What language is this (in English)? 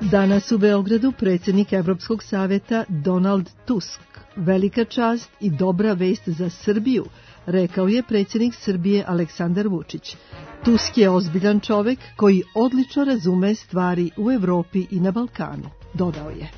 Serbian